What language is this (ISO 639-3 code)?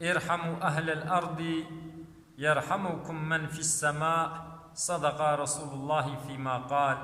kur